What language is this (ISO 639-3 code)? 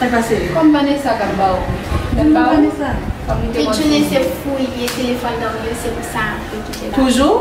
hat